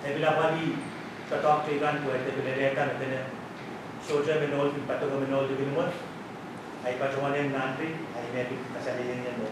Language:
Pohnpeian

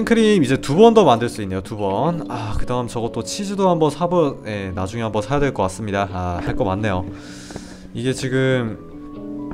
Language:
Korean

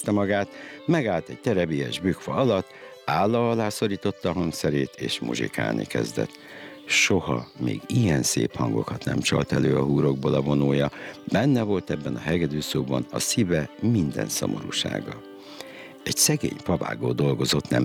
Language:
Hungarian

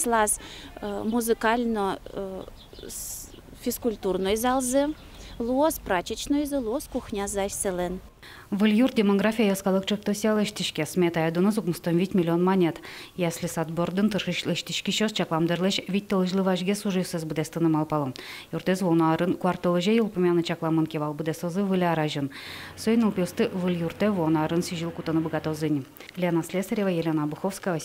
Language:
Udmurt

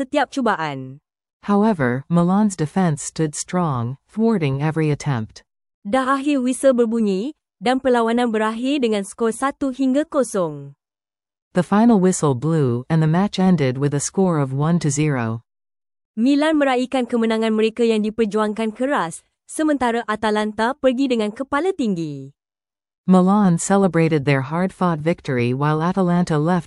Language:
Malay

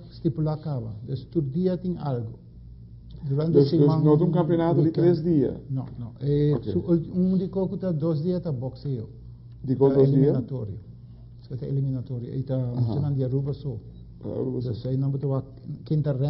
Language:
Papiamento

